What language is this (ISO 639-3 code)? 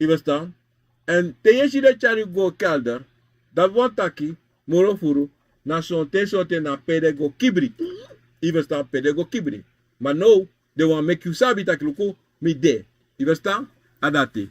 srn